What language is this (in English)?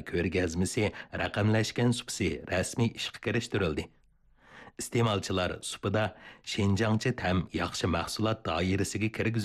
Uyghur